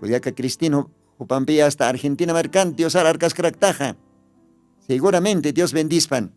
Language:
Aymara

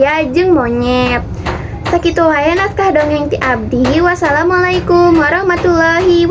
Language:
Sundanese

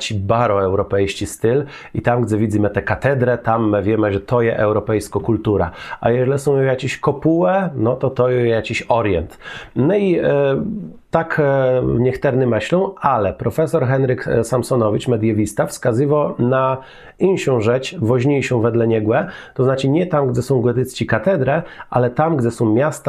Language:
Kashubian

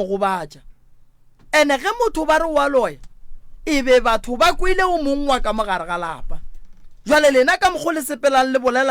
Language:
Northern Sotho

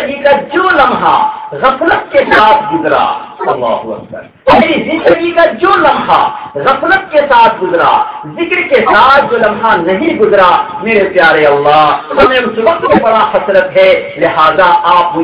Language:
Urdu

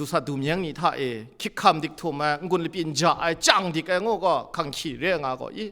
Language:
Kachin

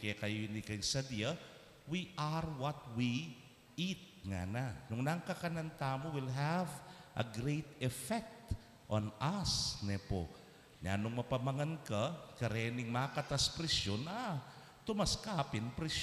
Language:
Pampanga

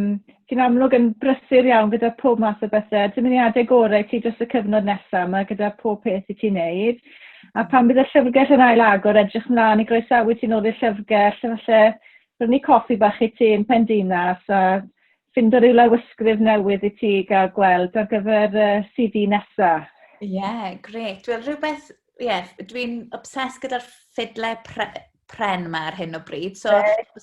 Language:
Welsh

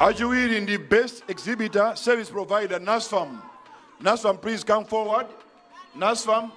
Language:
Nyanja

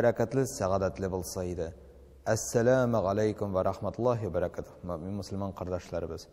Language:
Tatar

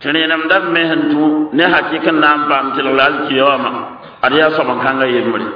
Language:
Mossi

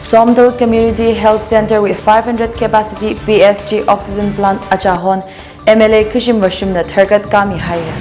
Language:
Tangkhul Naga (India)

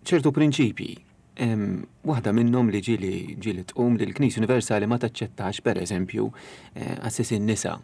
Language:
Maltese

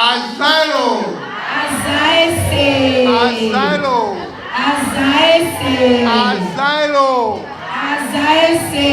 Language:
Ewe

